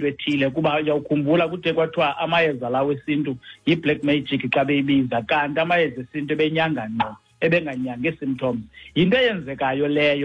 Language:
Xhosa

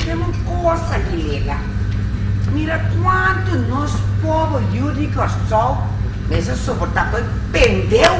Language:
Papiamento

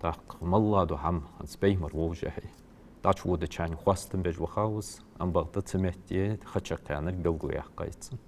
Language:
Ingush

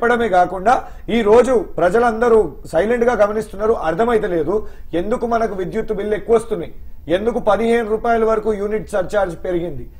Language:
Telugu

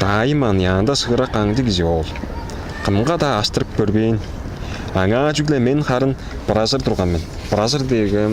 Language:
Tuvinian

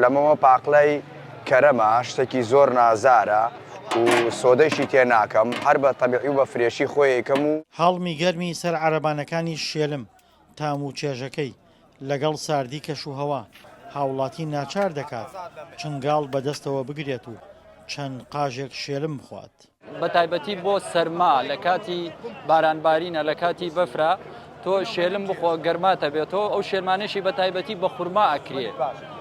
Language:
Central Kurdish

